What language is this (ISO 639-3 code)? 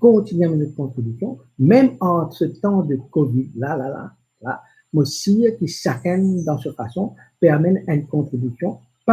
mfe